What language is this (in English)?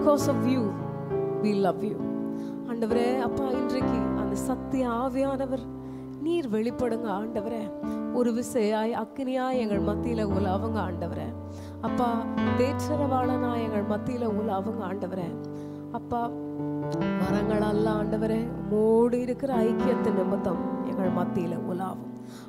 Tamil